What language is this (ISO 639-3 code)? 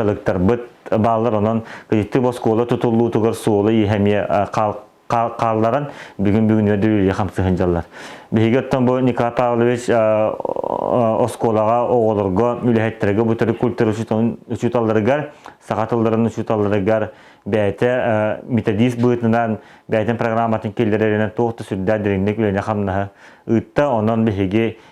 sah